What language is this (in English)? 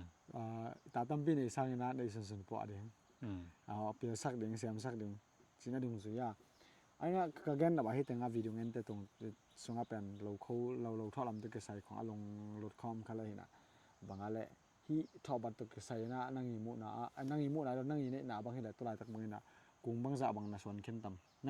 Tedim Chin